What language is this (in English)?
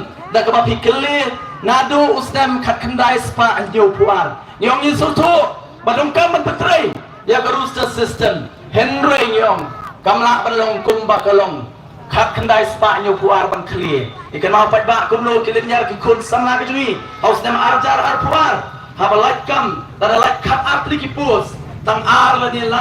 Khasi